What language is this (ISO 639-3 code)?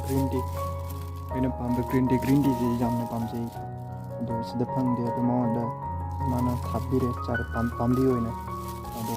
mni